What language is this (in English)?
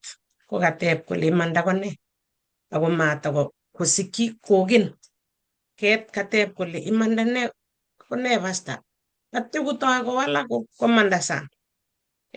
Kalenjin